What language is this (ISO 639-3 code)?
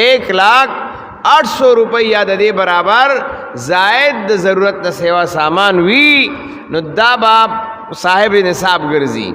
pus